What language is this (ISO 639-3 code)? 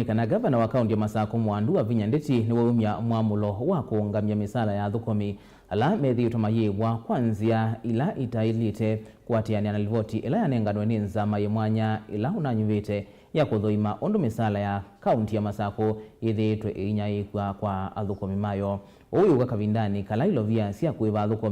kam